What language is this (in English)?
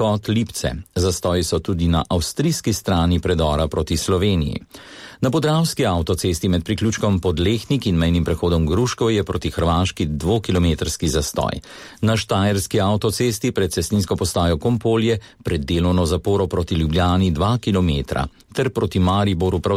Slovenian